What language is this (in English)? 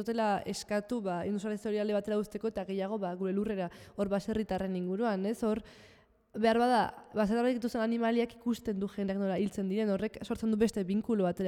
Basque